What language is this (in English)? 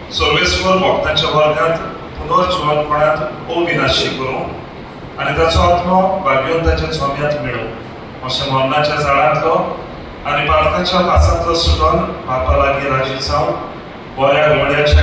Konkani